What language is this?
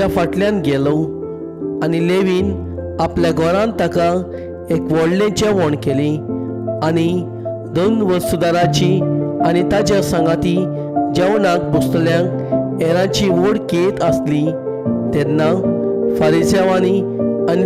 Konkani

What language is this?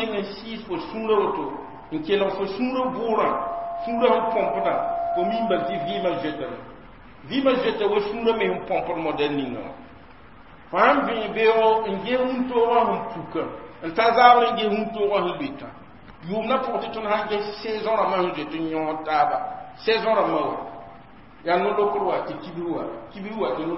Mossi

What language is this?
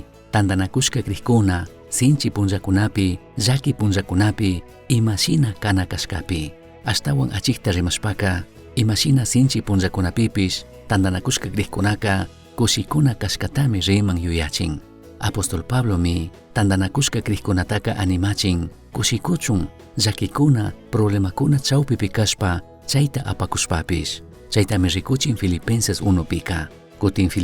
Chimborazo Highland Quichua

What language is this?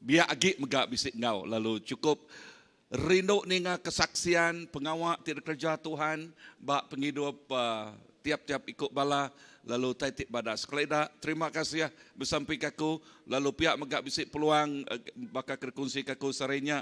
Iban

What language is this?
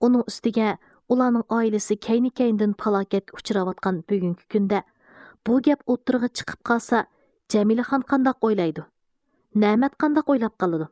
Uyghur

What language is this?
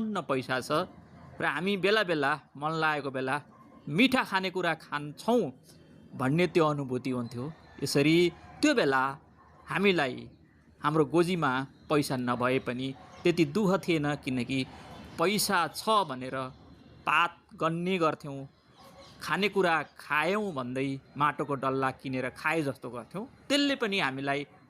Nepali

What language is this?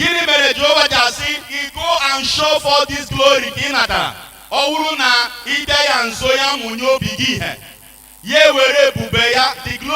Igbo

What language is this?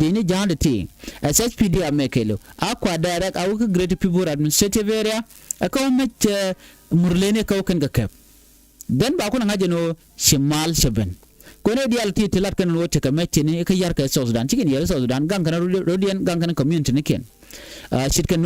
Nuer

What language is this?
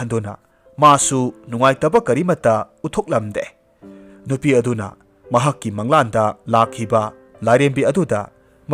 Manipuri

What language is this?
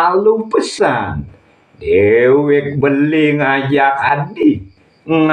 Balinese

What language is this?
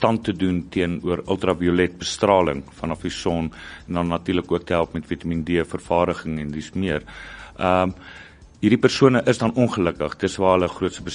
Afrikaans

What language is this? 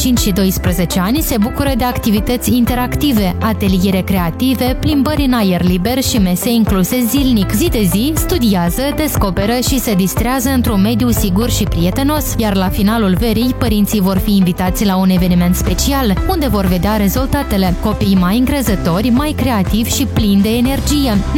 Romanian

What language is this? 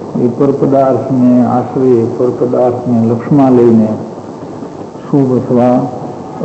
Gujarati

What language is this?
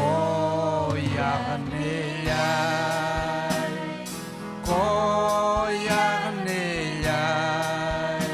Ayacucho Quechua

